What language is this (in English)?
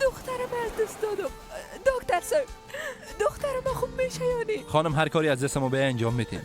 Persian